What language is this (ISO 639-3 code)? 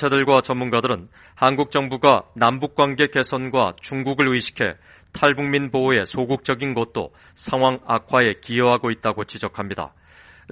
kor